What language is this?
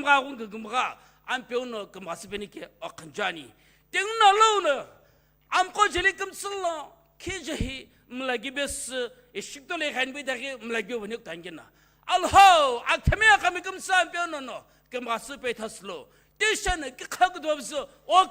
Sumi Naga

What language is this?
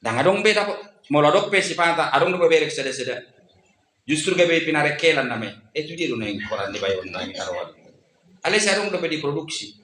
Batak Toba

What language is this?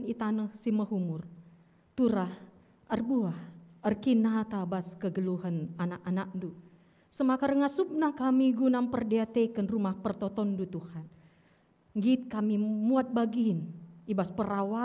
Batak Karo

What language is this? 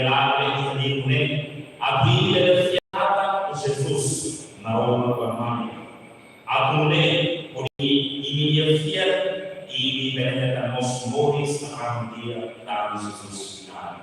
Tetum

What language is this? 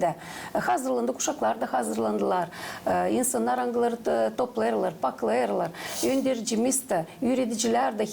Gagauz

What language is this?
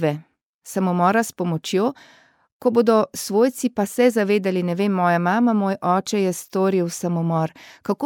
Slovenian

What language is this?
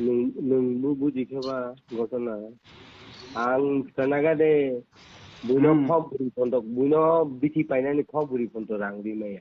Kok Borok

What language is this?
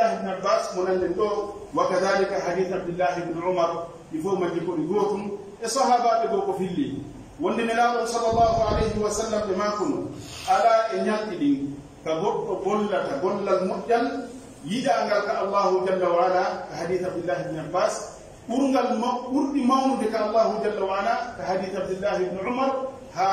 Pular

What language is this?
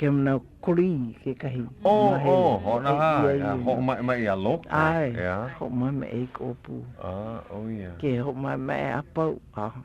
Hawaiian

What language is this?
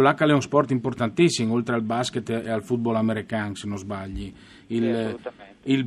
Friulian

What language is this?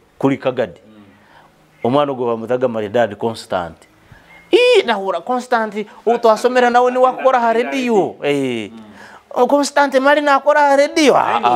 Nyoro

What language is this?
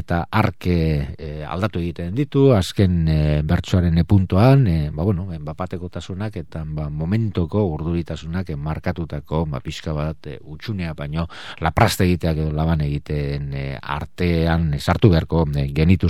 Basque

